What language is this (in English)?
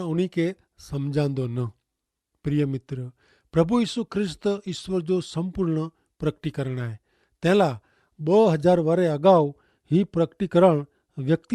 Kachhi